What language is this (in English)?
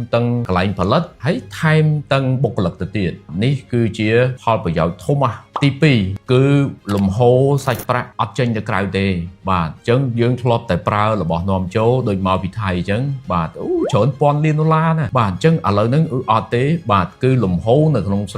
Khmer